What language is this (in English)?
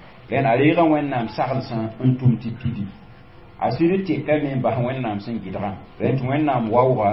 Mossi